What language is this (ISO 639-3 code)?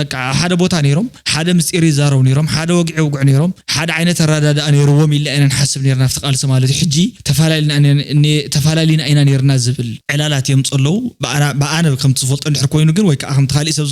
tir